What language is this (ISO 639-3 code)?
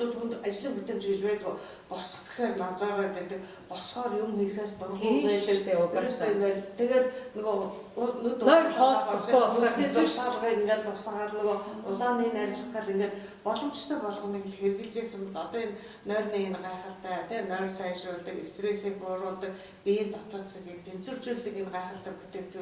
mon